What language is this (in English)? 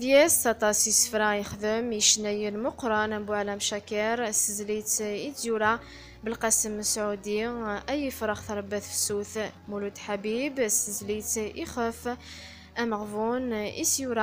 Kabyle